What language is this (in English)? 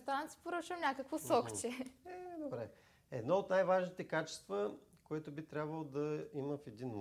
Bulgarian